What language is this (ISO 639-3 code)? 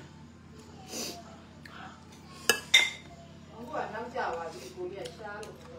mya